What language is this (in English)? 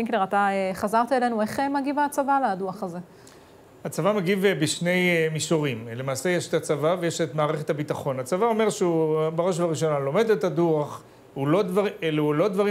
Hebrew